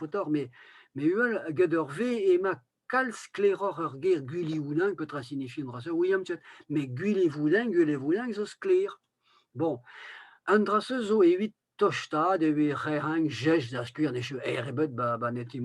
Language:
Breton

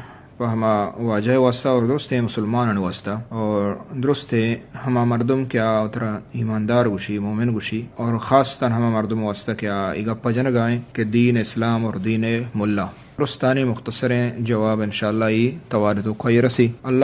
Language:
Eastern Balochi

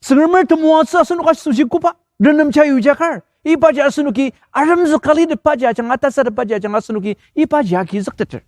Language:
Ao Naga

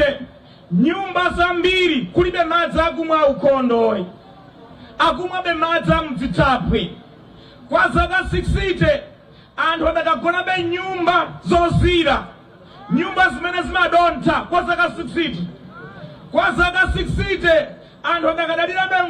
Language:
Nyanja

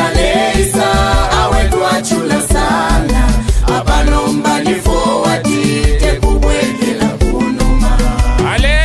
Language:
Bemba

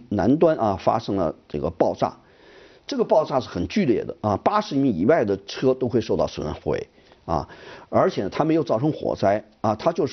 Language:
Chinese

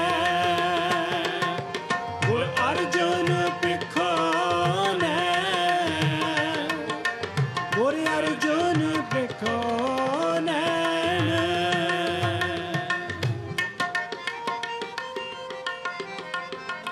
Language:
Punjabi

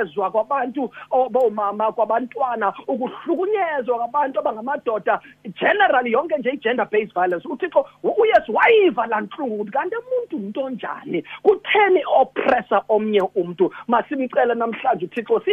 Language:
Xhosa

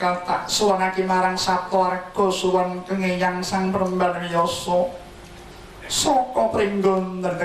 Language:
Javanese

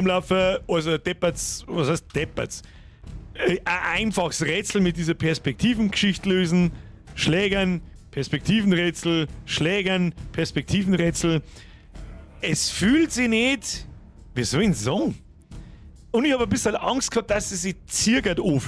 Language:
Bavarian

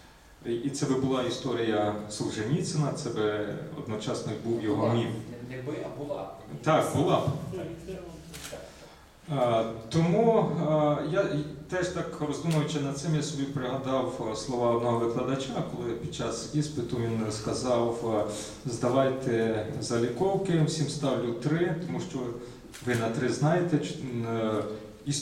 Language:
Ukrainian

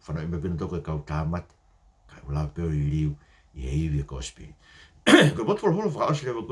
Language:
Tongan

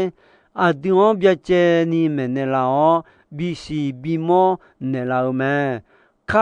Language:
Akha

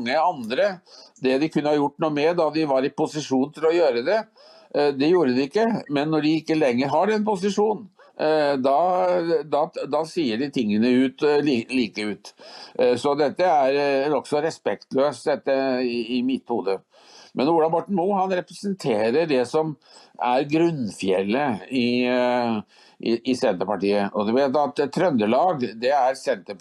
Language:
Norwegian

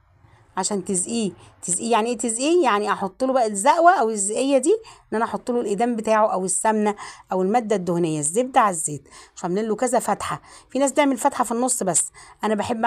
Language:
Egyptian Arabic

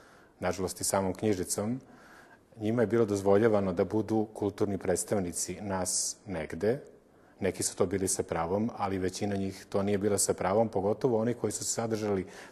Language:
Serbian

